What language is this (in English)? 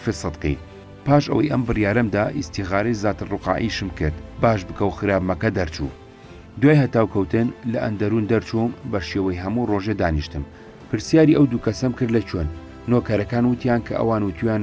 Central Kurdish